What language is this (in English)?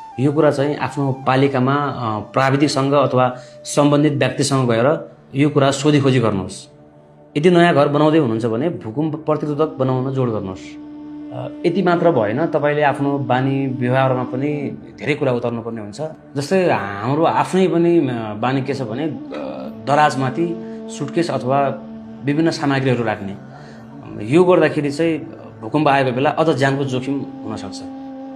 Nepali